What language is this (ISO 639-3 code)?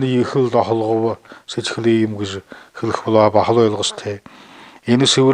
bua